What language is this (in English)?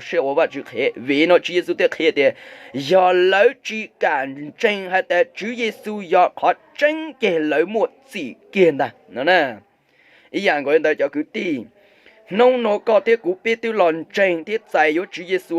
Hmong